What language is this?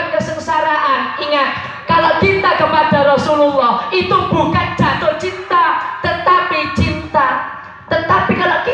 Javanese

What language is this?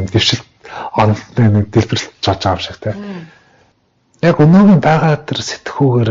Mongolian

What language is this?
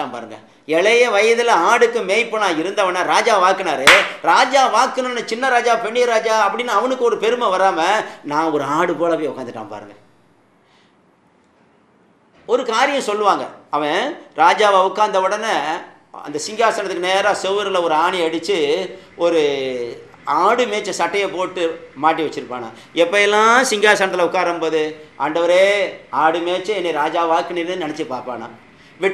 Tamil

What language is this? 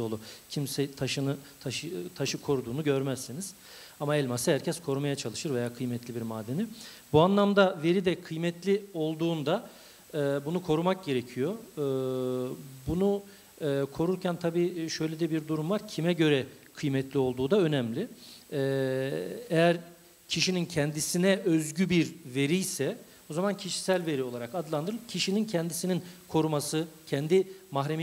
Turkish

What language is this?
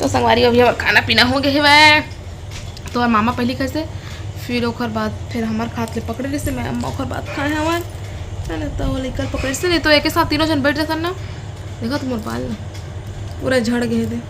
Chhattisgarhi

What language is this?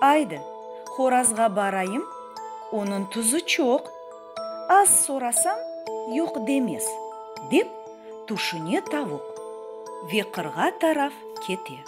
Crimean Tatar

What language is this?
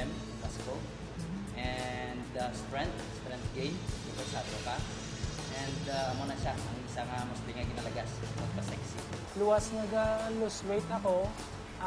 Hiligaynon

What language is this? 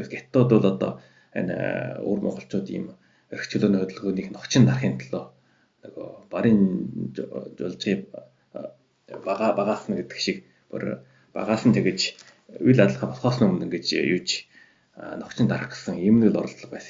Mongolian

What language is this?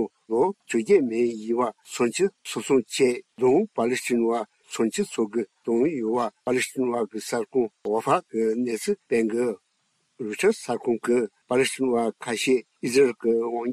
Tibetan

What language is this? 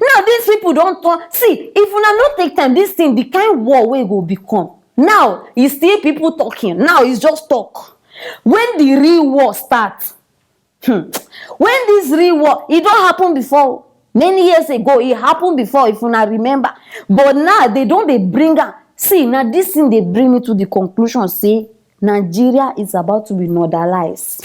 Nigerian Pidgin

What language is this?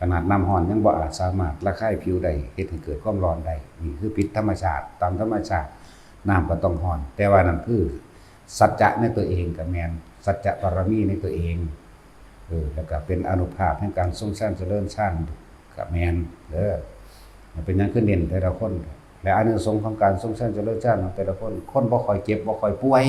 Northeastern Thai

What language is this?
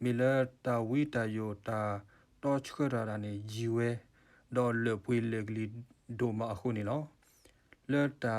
S'gaw Karen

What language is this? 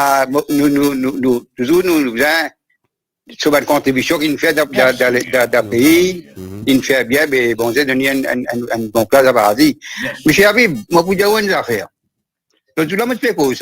Morisyen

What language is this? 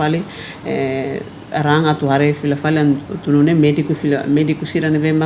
Tetum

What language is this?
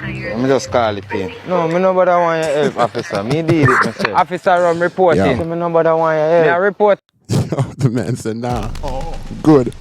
Jamaican Creole English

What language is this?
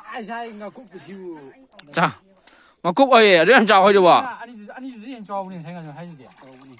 Manipuri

